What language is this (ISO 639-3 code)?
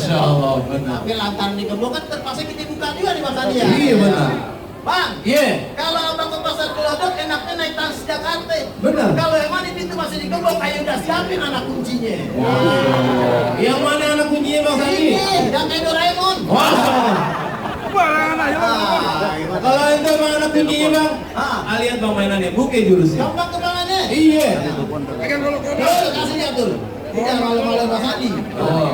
bew